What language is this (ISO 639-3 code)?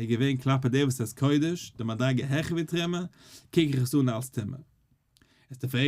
yid